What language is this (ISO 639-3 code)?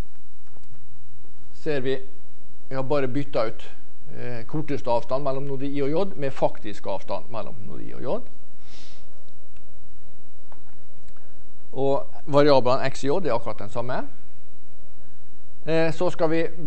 nor